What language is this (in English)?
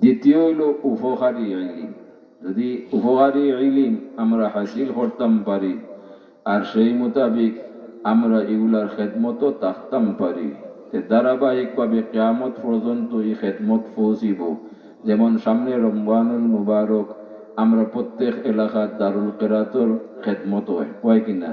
Sylheti